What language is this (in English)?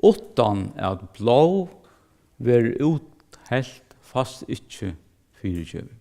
Faroese